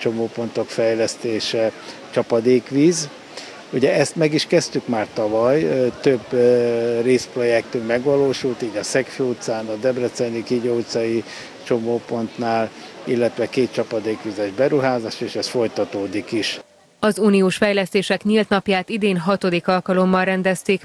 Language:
Hungarian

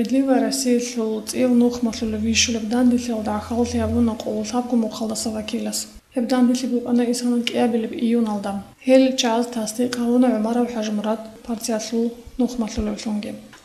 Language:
Avaric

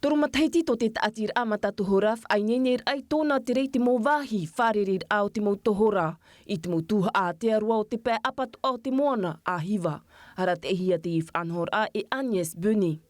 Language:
Tahitian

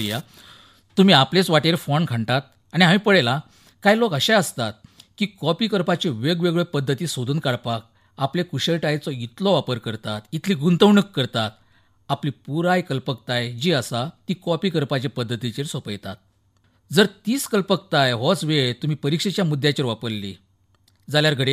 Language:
Konkani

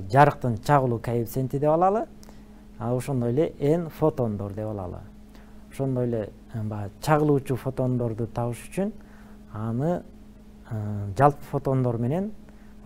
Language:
Kyrgyz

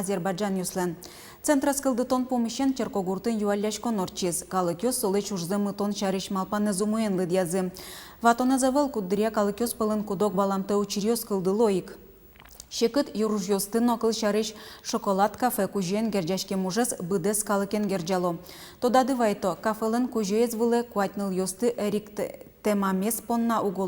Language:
Udmurt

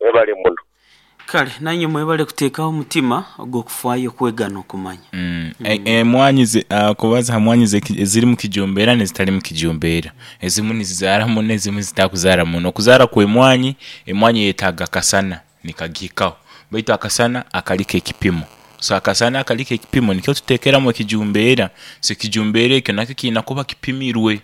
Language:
Nyoro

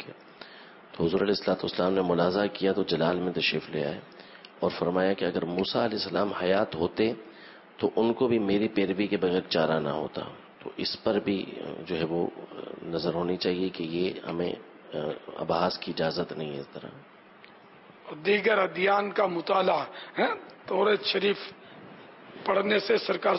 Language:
Urdu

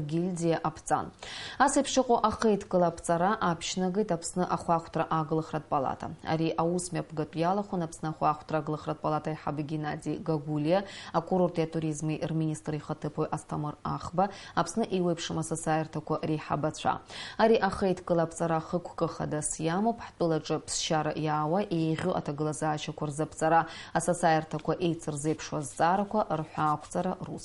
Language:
Abkhazian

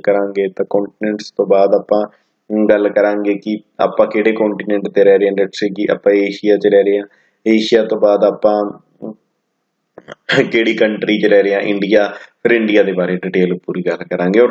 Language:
Punjabi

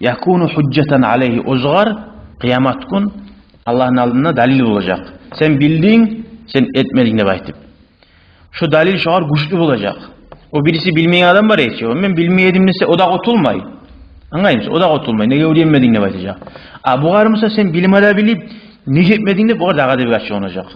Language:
Kumyk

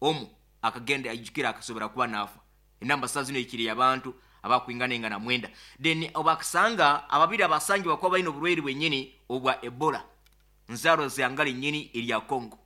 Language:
Nyoro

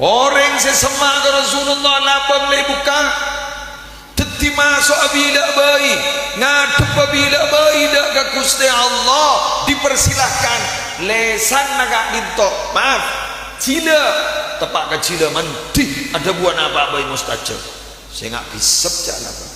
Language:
Madurese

